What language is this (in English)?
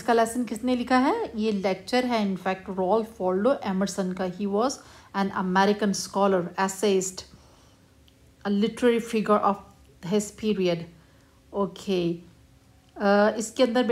Urdu